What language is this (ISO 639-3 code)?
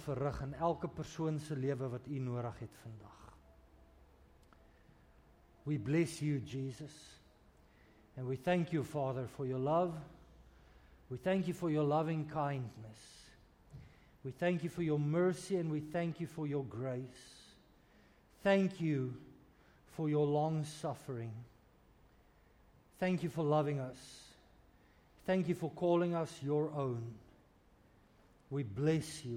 afr